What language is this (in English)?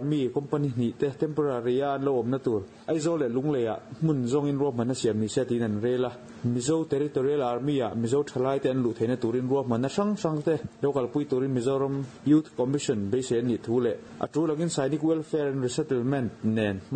Mizo